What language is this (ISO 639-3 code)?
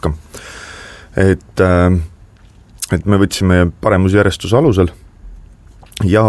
est